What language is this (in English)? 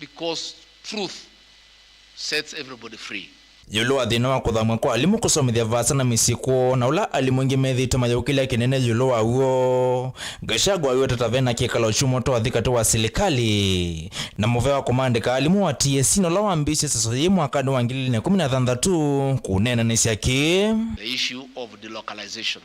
Kamba